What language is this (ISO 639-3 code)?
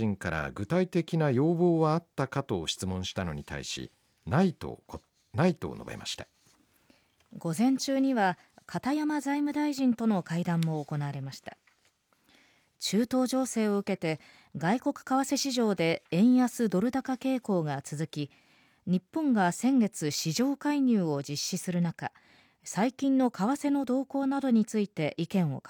jpn